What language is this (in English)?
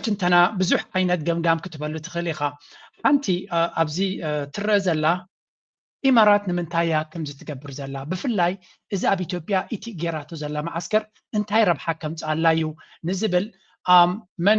Tigrinya